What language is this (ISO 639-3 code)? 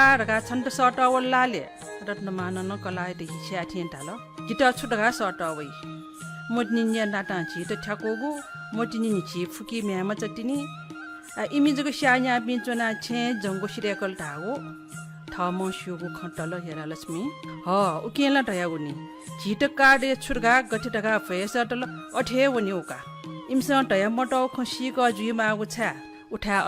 new